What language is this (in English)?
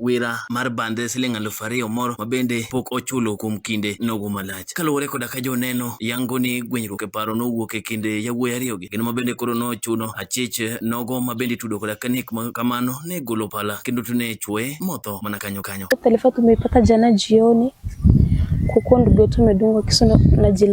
Luo (Kenya and Tanzania)